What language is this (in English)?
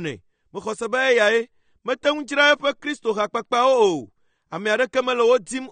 Ewe